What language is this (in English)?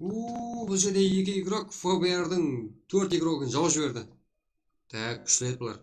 Kara-Kalpak